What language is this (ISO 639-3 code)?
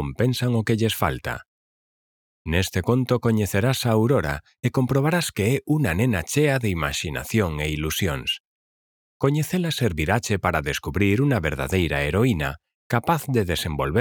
glg